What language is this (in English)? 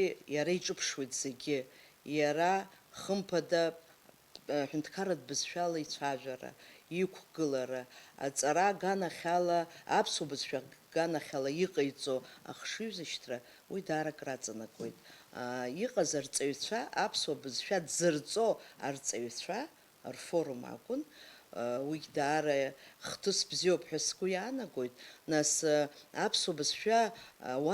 Abkhazian